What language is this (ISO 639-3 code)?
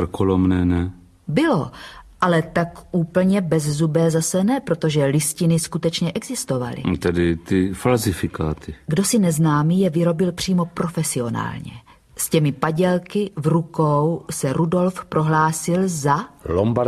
ces